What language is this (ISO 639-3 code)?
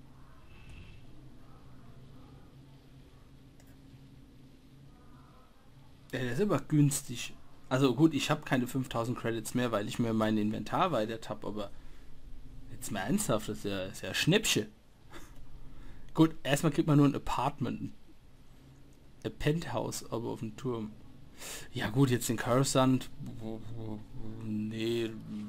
deu